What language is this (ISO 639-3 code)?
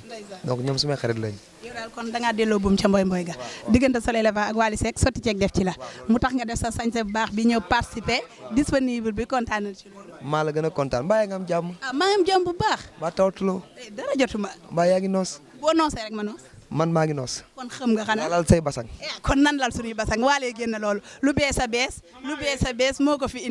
wol